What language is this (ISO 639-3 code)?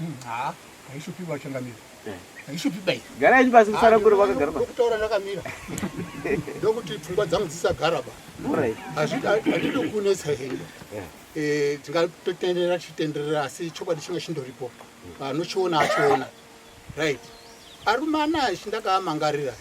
sna